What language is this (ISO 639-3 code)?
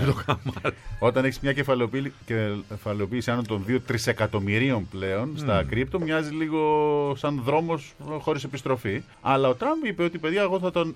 ell